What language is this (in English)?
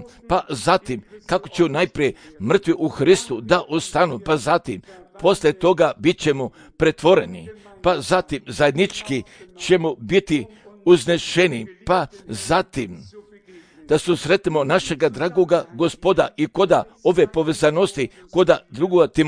Serbian